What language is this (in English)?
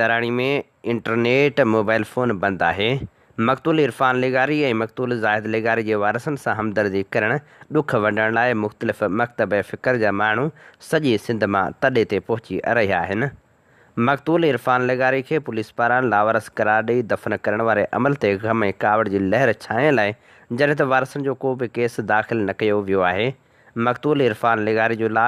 Sindhi